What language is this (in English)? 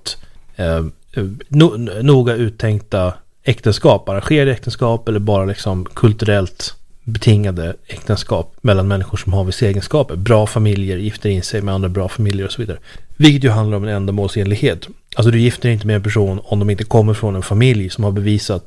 Swedish